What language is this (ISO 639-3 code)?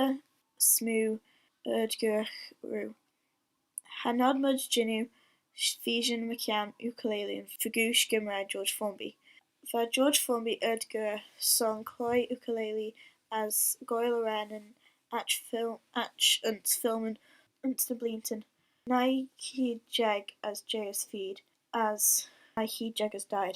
glv